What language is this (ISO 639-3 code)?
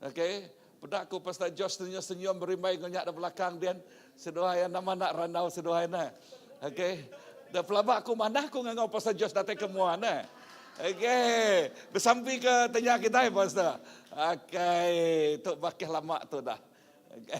iba